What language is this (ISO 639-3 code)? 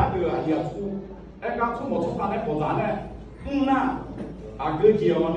ahk